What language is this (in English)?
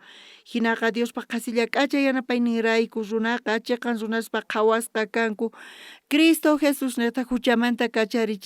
South Bolivian Quechua